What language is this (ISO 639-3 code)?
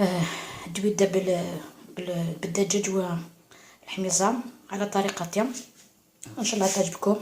arq